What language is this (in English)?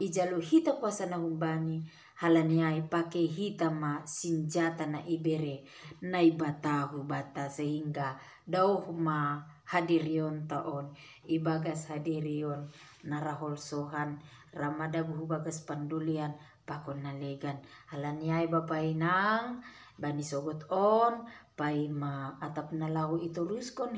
Batak Simalungun